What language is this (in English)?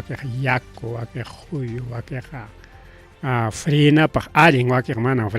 Ayacucho Quechua